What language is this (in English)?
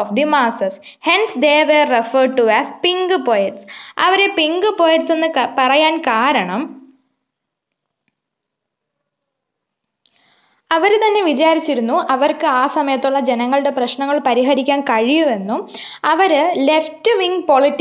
Malayalam